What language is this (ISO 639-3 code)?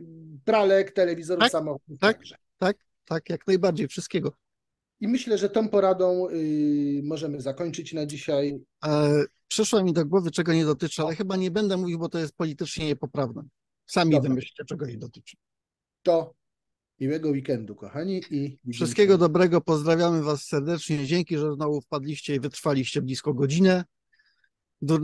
pol